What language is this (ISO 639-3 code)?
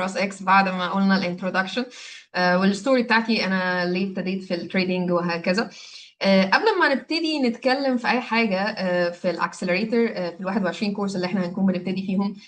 arz